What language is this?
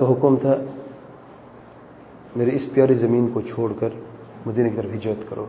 Urdu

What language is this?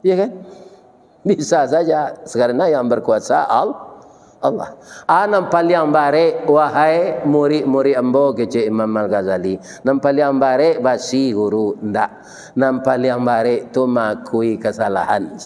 Minangkabau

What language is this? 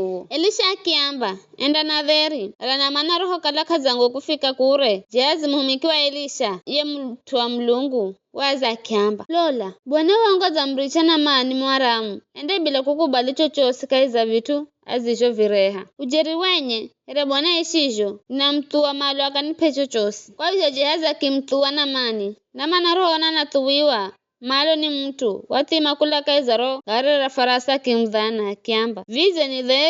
Giryama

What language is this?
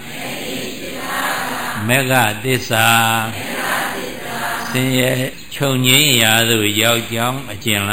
Burmese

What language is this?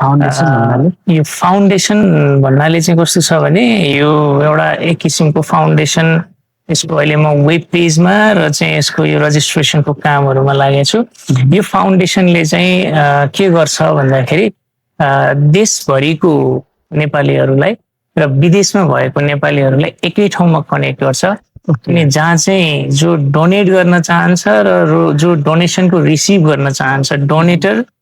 Nepali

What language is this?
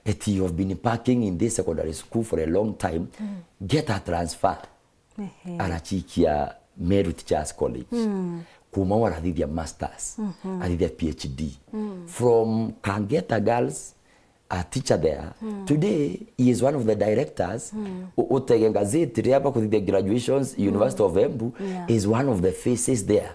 Meru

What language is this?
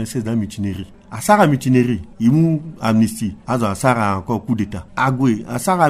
Sango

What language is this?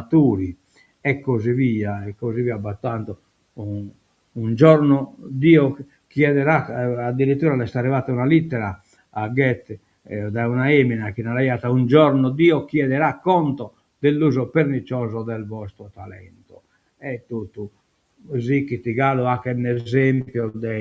Sardinian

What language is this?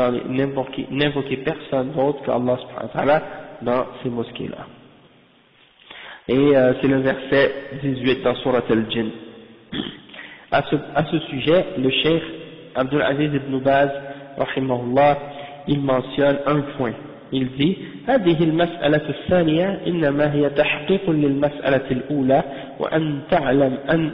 French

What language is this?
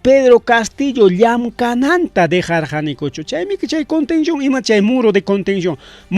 Ayacucho Quechua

